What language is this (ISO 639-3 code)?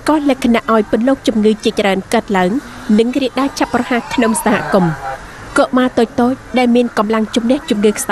khm